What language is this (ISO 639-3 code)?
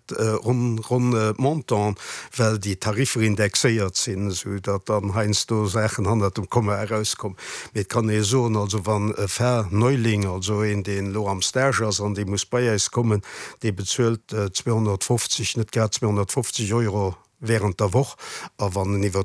ltz